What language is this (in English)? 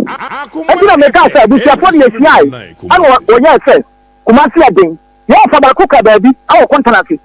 Akan